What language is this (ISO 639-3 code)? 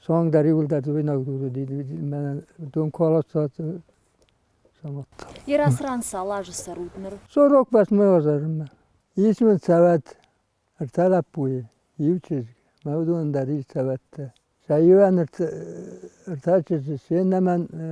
oss